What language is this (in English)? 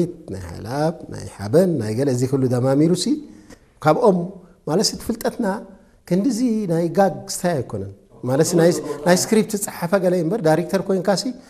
Tigrinya